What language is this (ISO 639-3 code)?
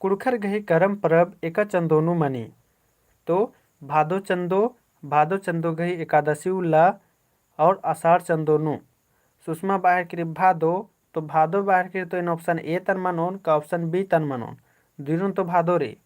kru